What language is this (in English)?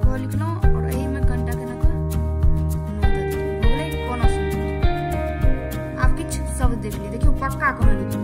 Maithili